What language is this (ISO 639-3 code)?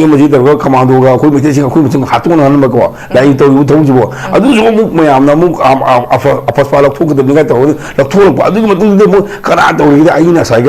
mni